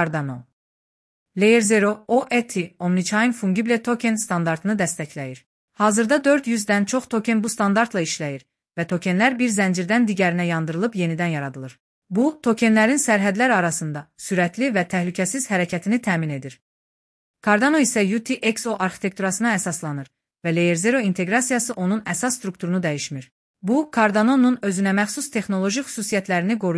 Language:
Azerbaijani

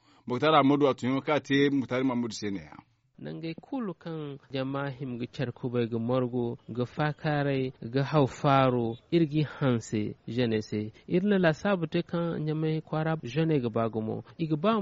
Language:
Zarma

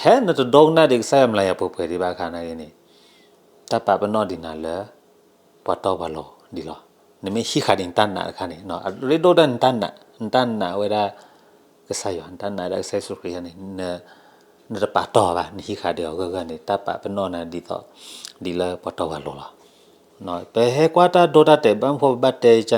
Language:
S'gaw Karen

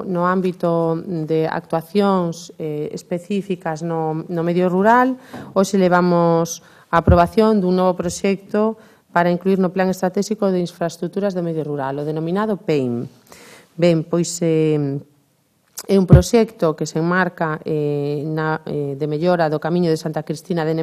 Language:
Galician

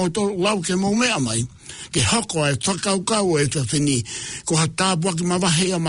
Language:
Tongan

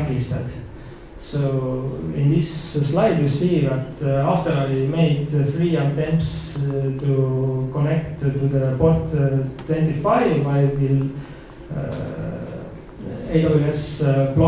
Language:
English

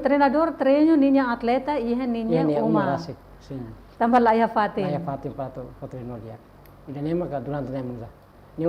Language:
Tetum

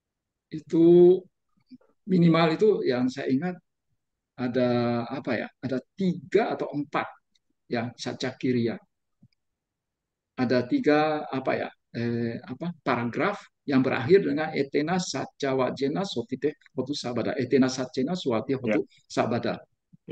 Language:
Indonesian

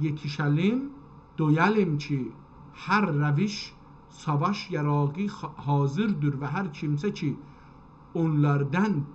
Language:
South Azerbaijani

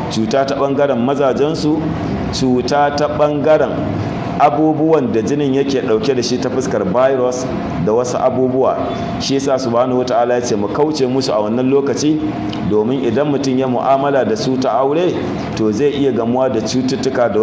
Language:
Hausa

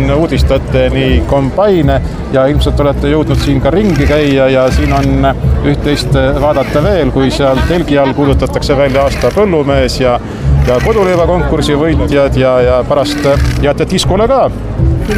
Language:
Estonian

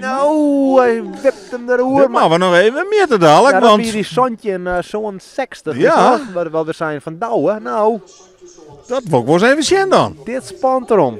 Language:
Western Frisian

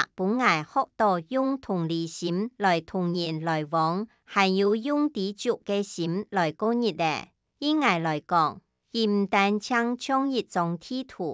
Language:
Hakka Chinese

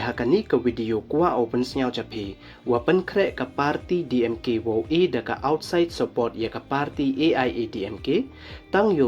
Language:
Pnar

